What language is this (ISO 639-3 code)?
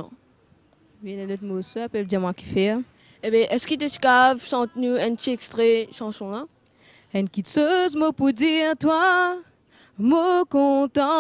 mfe